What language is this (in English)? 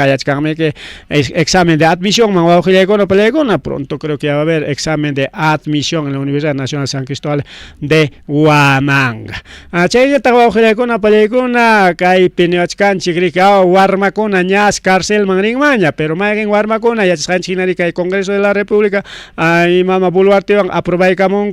Ayacucho Quechua